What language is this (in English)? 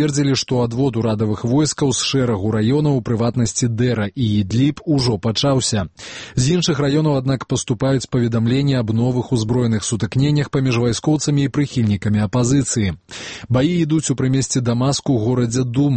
Belarusian